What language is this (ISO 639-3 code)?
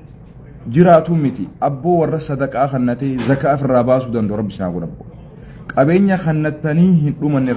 orm